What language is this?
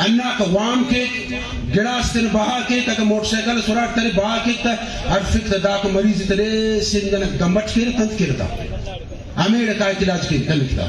Brahui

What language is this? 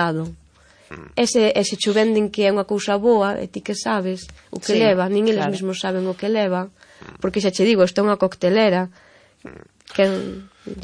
Galician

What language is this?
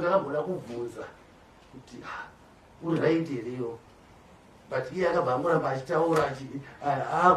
Shona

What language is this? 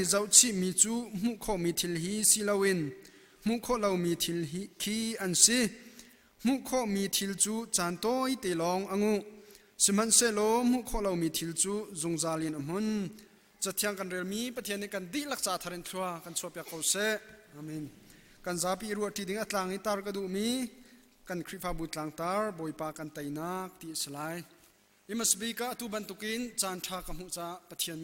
Hakha Chin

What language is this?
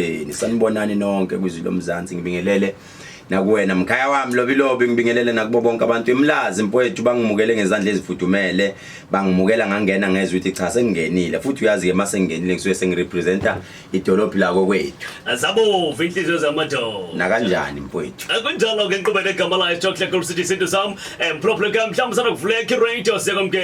Zulu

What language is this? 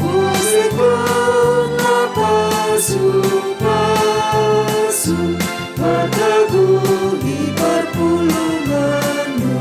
Batak Karo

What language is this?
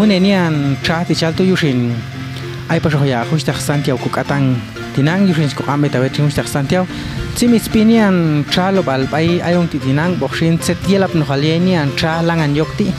Popti'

